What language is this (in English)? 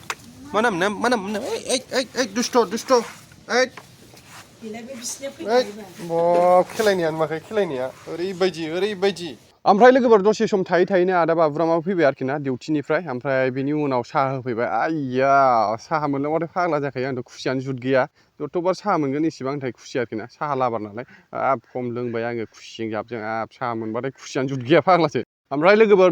Bodo